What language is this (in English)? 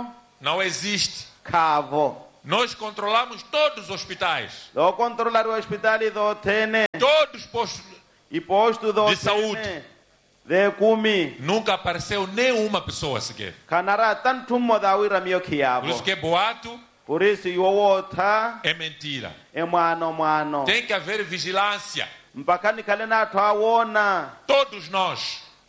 Portuguese